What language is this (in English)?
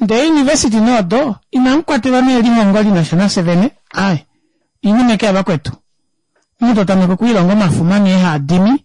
Kuanyama